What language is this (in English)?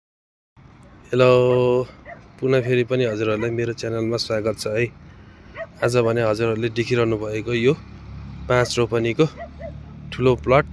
Nepali